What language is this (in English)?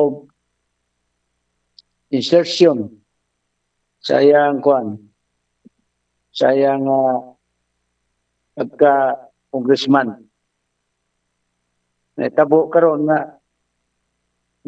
Cebuano